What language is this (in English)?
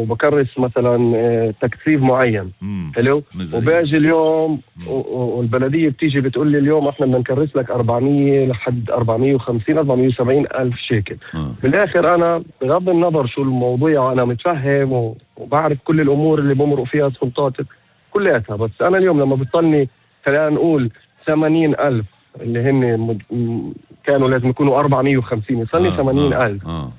North Levantine Arabic